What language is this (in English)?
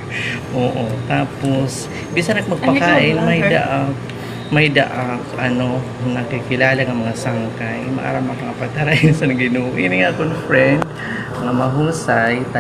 Waray